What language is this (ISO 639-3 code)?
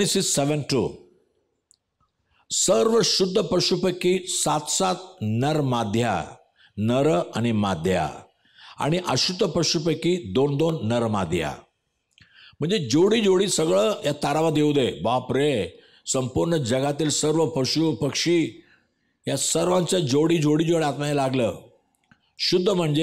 mar